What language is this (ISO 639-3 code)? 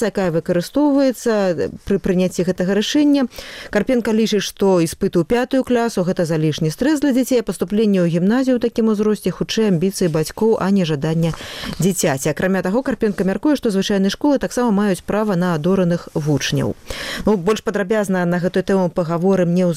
bel